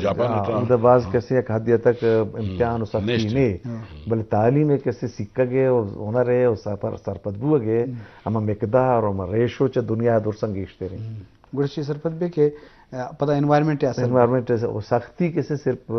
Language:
Eastern Balochi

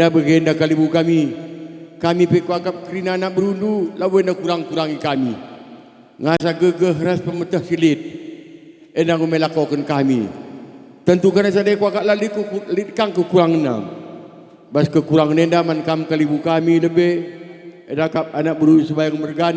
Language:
Batak Karo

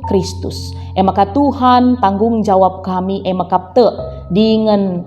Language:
Batak Karo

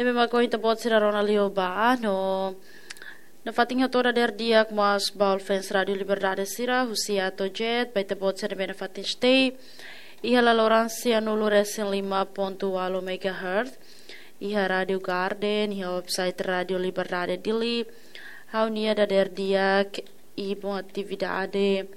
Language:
Tetum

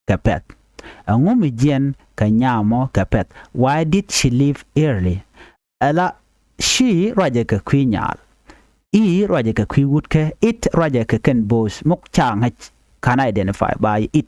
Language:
Nuer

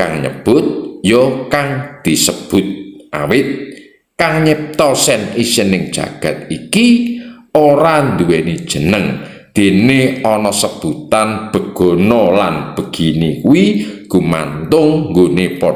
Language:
Javanese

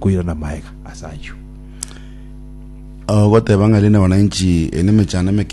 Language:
Gusii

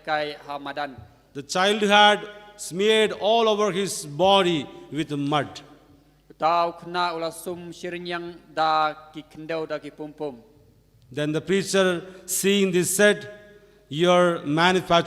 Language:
Khasi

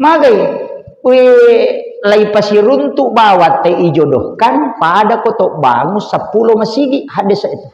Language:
Buginese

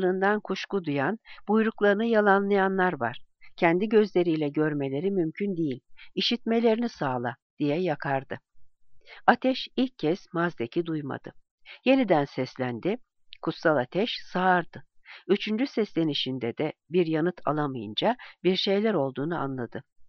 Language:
Turkish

